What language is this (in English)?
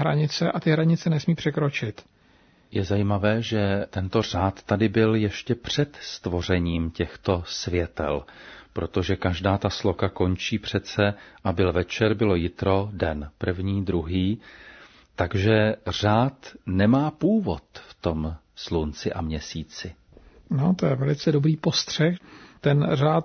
Czech